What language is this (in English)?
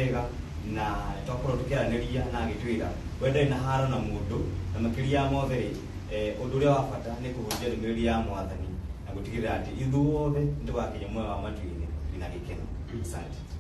Kikuyu